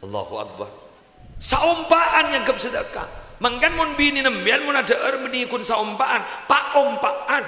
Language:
Madurese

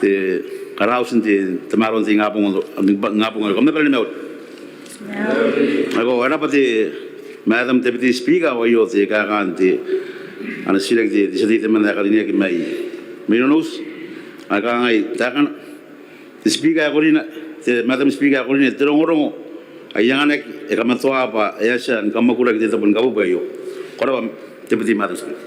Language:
Gilbertese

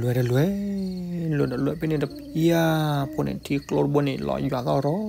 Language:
S'gaw Karen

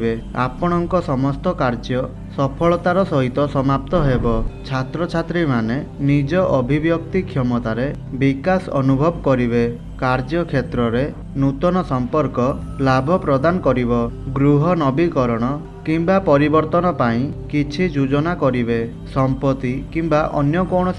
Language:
Odia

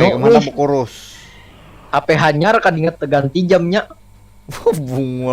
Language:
Banjar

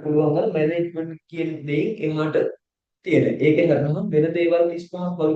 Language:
Sinhala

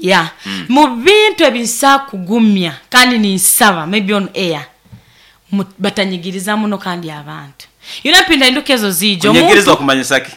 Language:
Nyoro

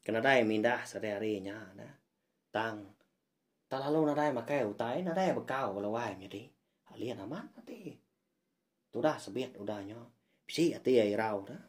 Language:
Iban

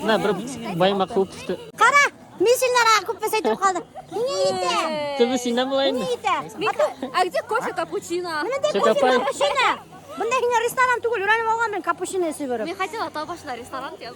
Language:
Bashkir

